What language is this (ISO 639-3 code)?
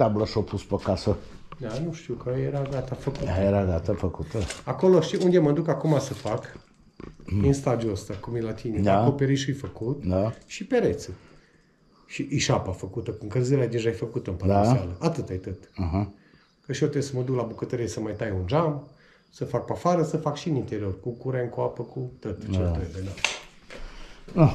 ron